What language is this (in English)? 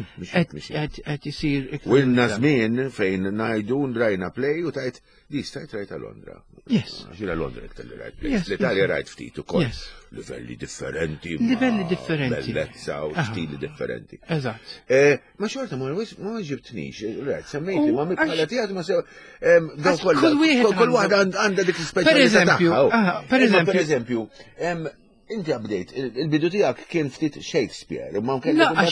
Maltese